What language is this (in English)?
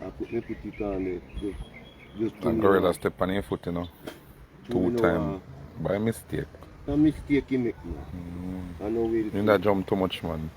Jamaican Creole English